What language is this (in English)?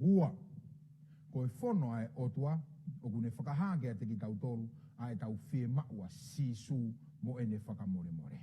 Tongan